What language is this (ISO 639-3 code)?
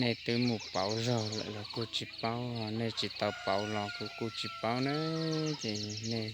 hmn